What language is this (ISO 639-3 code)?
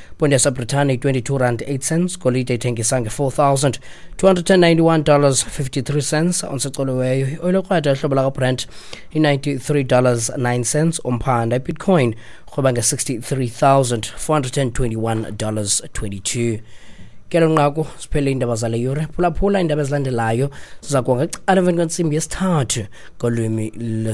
xho